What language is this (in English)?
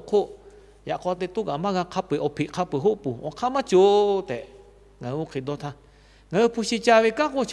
Lahu